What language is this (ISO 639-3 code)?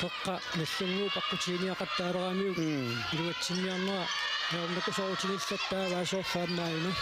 kal